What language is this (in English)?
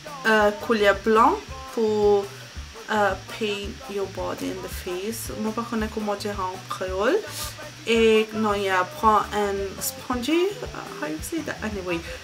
Morisyen